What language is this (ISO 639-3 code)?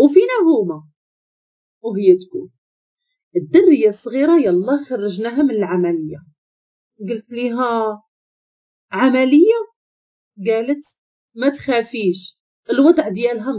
ary